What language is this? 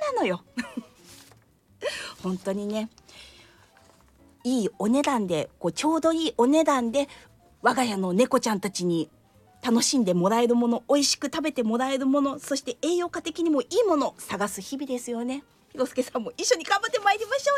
Japanese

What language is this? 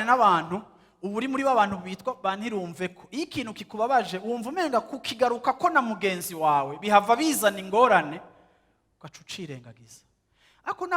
Rundi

